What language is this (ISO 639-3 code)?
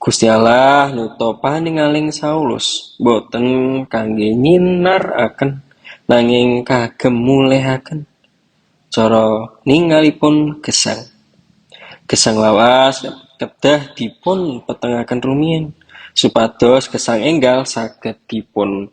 jav